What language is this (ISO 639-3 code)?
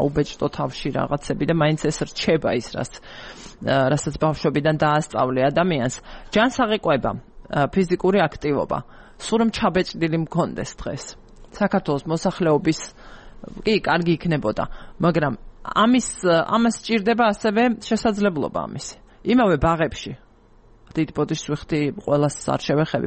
kat